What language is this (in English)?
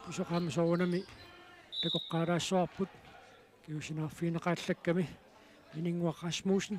Kalaallisut